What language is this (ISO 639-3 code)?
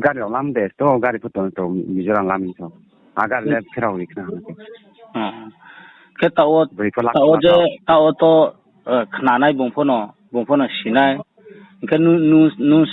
ria